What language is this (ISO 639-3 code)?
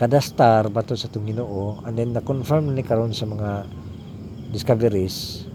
ceb